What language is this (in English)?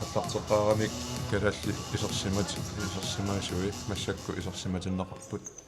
Kalaallisut